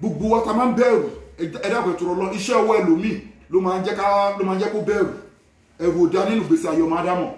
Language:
Yoruba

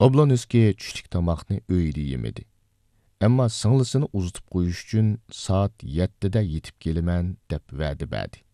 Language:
Uyghur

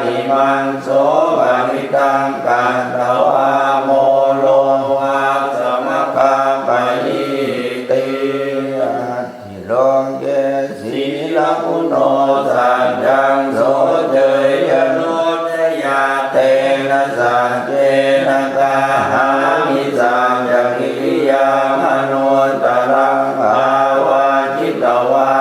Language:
Pali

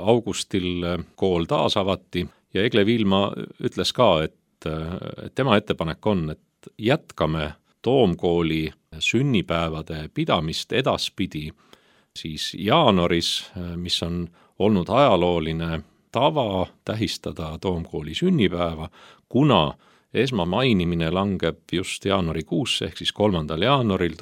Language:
Estonian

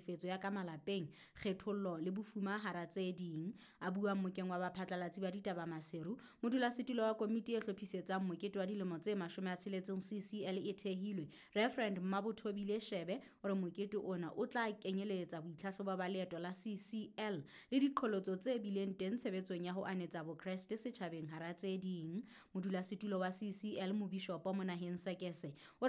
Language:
Southern Sotho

